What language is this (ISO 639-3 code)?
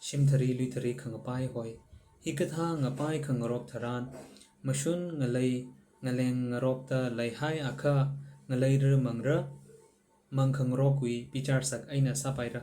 nmf